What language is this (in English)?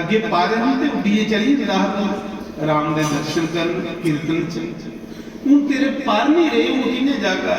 Dogri